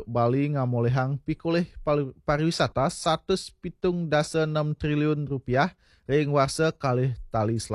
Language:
Balinese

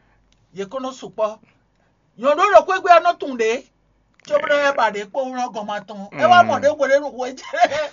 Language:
Fon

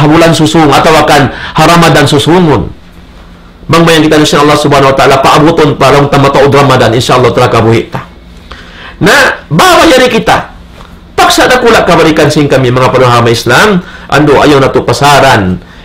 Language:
Tausug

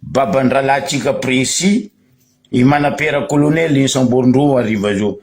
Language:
Malagasy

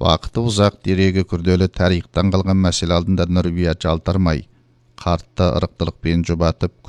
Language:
Kazakh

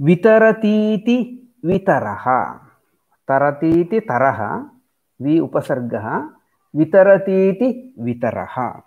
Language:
Sanskrit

